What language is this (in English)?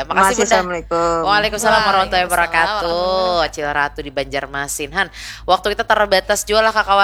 Banjar